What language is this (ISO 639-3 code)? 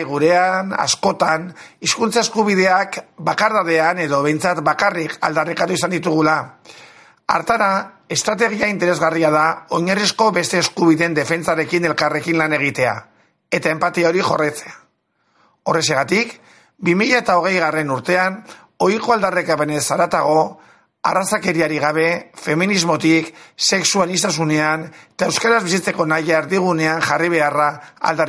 eus